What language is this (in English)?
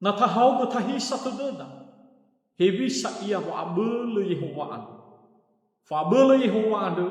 Nias